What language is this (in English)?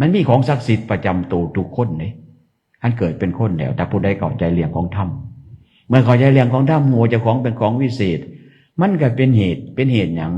Northeastern Thai